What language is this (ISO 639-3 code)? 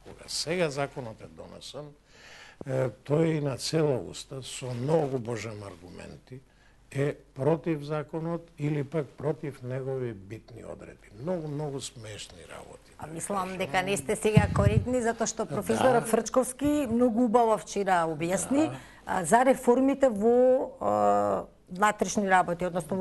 mkd